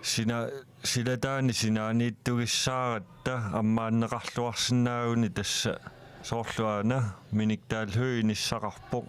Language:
Kalaallisut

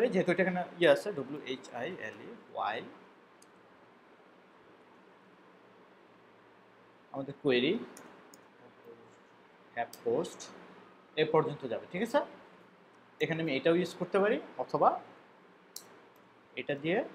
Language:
Bangla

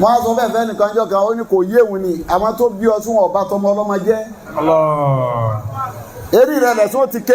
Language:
Yoruba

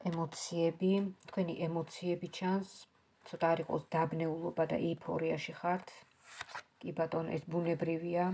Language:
Georgian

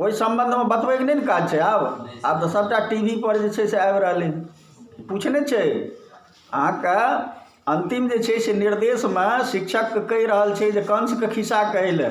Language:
Maithili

